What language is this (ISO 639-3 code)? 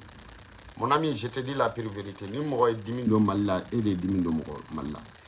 bam